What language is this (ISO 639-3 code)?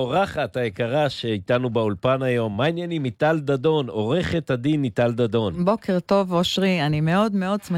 heb